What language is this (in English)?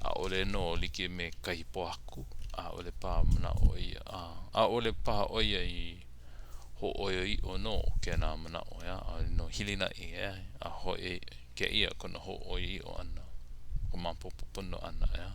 Hawaiian